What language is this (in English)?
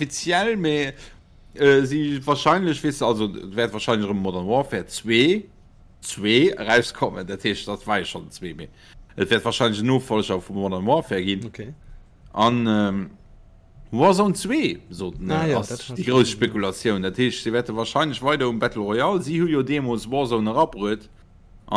Luxembourgish